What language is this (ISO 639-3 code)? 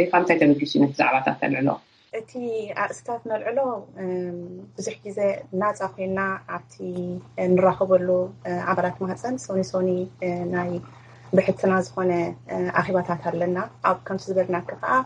tir